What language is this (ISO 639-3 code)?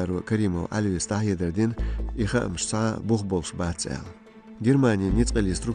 che